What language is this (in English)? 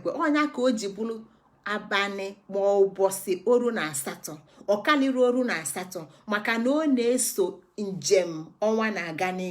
Igbo